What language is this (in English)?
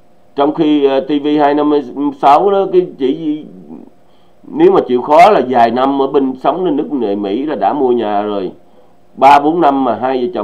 Vietnamese